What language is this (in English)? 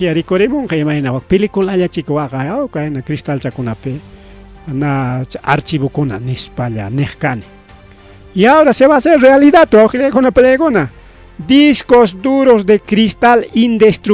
Ayacucho Quechua